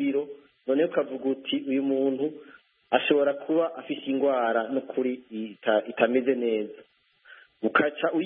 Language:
Kinyarwanda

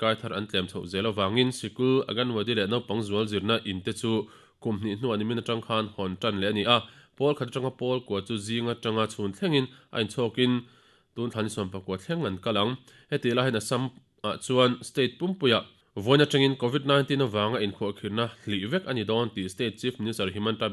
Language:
Mizo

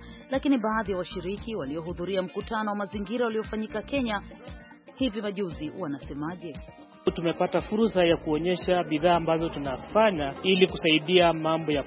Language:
Swahili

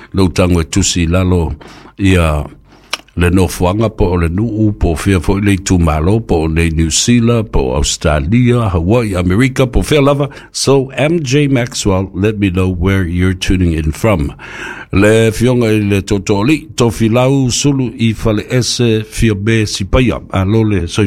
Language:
Samoan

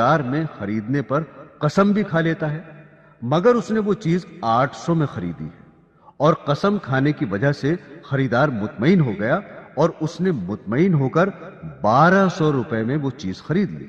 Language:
Urdu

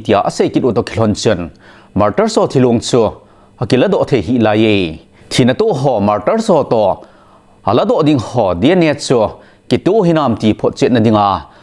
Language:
Thado Chin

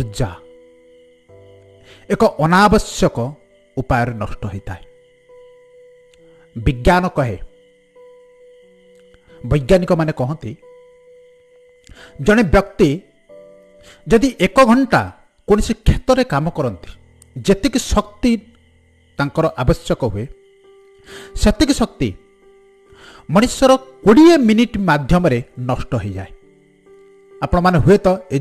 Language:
Odia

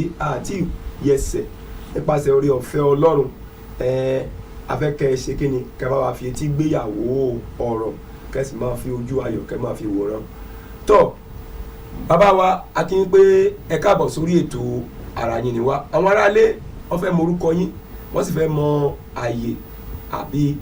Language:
Yoruba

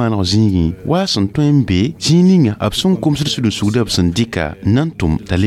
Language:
Mossi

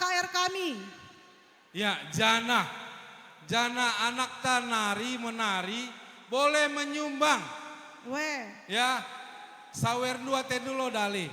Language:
Batak Karo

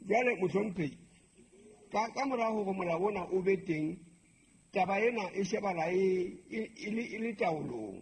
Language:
Southern Sotho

